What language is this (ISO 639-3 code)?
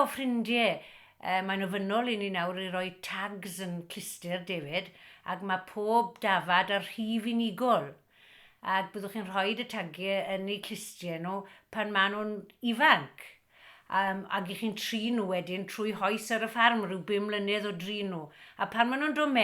cym